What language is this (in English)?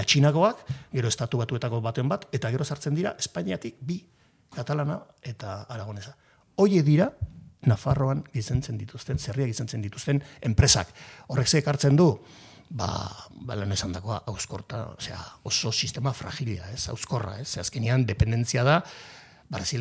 Basque